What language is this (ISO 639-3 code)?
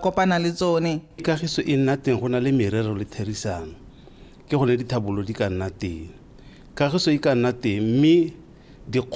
tsn